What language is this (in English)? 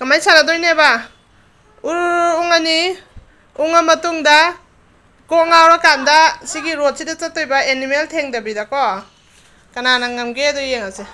Manipuri